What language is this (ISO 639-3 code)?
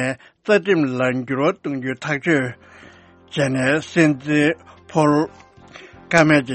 bod